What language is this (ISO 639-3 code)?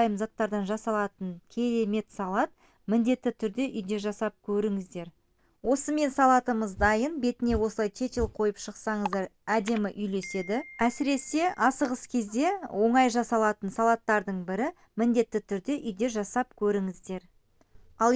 kaz